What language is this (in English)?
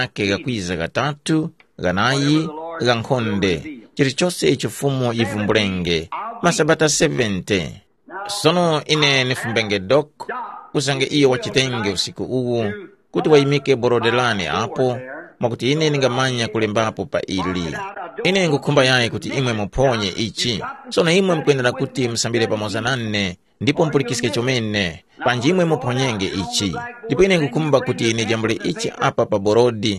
Tumbuka